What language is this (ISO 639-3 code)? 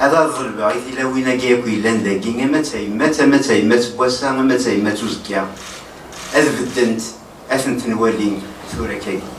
kab